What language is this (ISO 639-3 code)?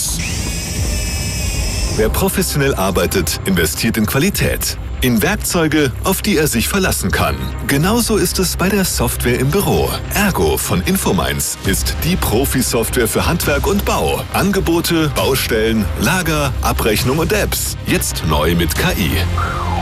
deu